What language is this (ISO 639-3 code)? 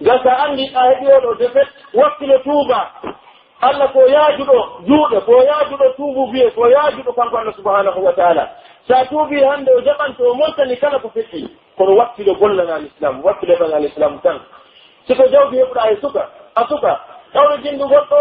fuf